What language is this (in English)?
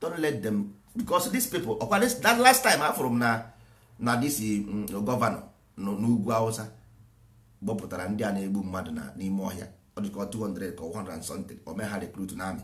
Igbo